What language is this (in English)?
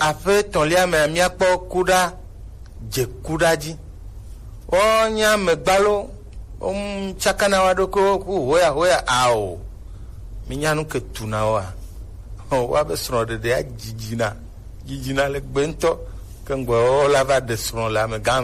Gen